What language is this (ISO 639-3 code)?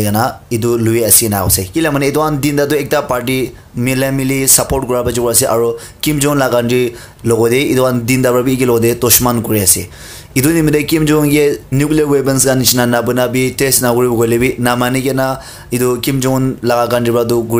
nag